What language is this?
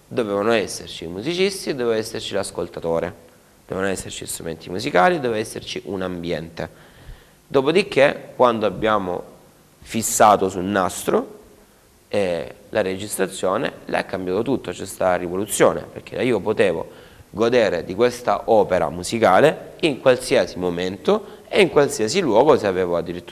Italian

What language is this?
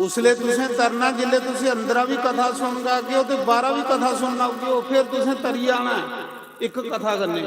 Dogri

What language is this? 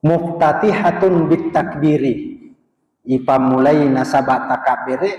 Buginese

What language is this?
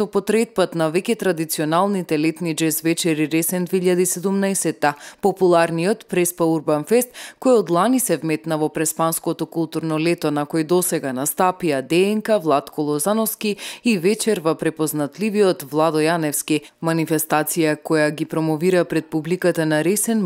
Macedonian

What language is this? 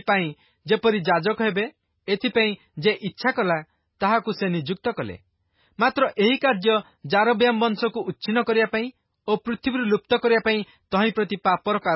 Odia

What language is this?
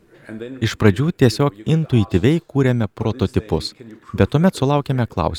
Lithuanian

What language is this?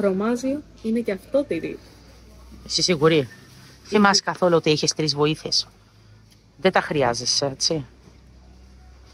Greek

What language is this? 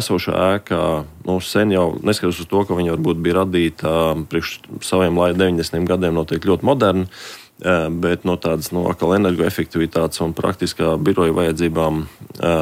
Latvian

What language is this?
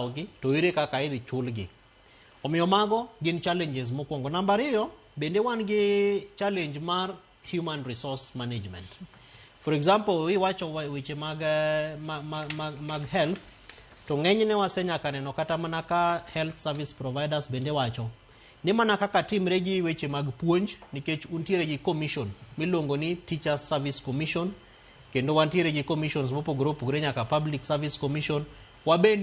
Luo (Kenya and Tanzania)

